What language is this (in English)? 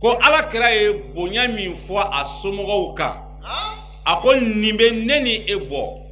Bambara